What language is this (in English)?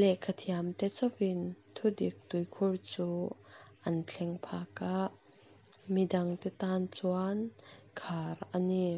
Mizo